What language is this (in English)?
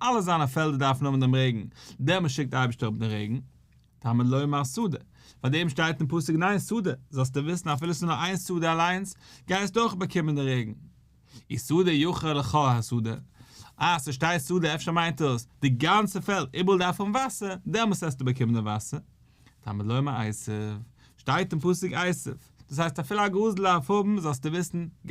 Yiddish